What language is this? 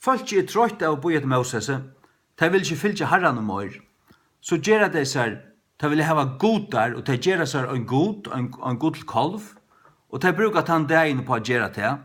Faroese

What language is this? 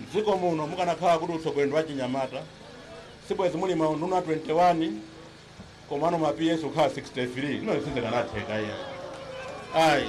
Nyanja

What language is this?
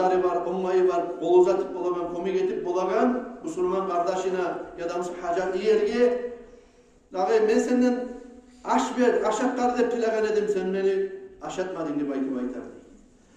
Kumyk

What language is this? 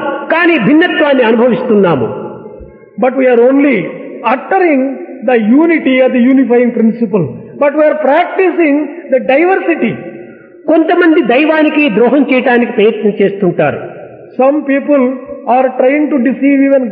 Telugu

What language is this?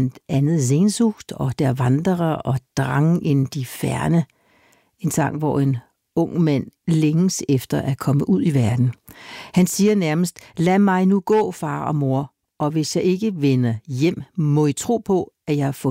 Danish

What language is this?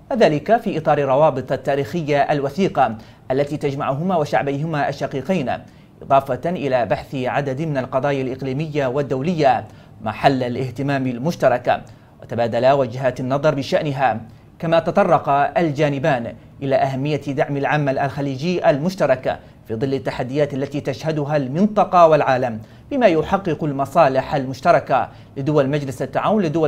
Arabic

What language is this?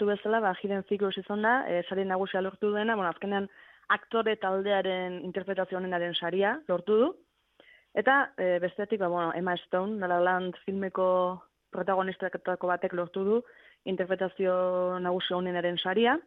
Basque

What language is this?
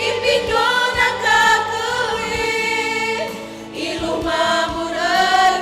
Batak Karo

